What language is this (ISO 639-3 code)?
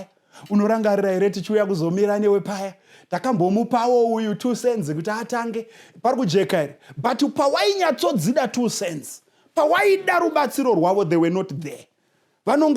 sna